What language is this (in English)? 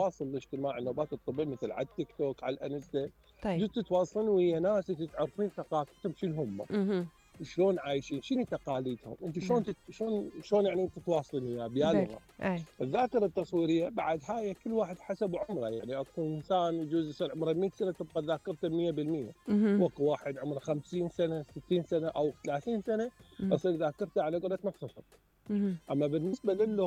Mesopotamian Arabic